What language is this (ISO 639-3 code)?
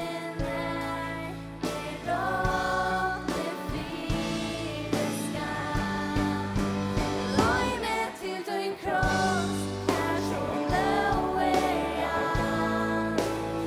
fao